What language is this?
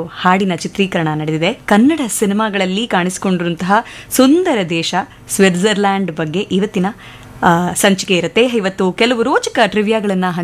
Kannada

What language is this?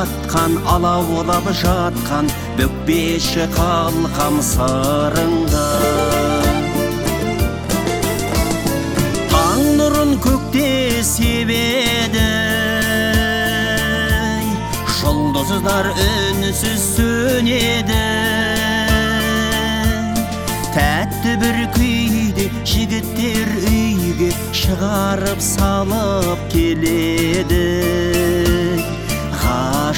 Kazakh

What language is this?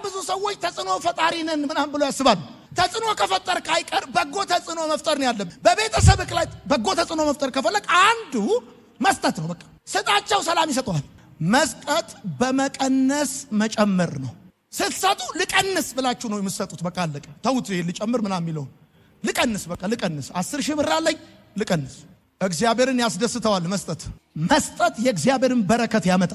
Amharic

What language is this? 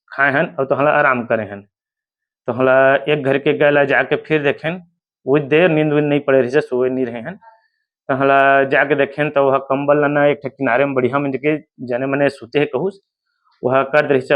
Chhattisgarhi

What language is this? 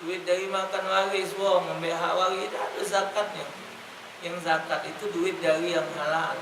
Musi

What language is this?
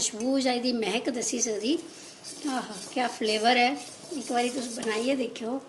Dogri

